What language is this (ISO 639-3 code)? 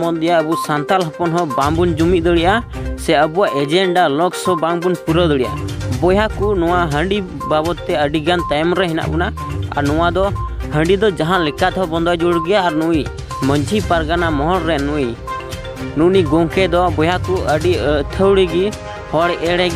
sat